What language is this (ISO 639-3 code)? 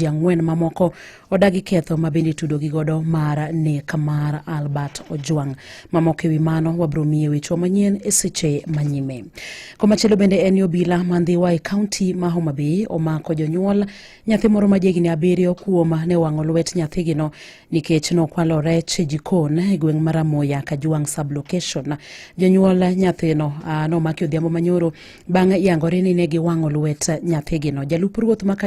luo